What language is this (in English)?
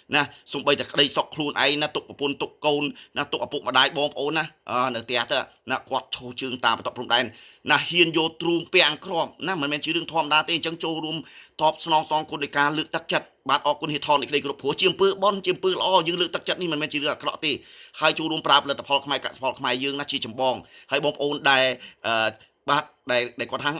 Khmer